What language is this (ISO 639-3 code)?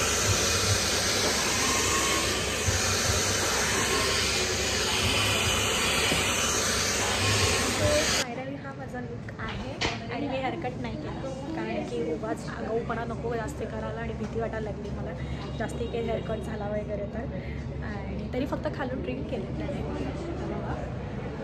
mar